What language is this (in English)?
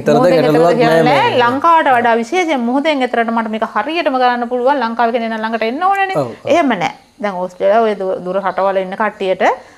Sinhala